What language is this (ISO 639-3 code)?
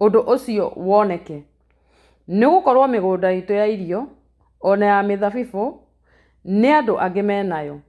kik